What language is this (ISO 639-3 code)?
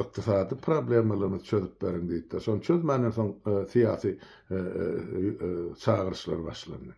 tuk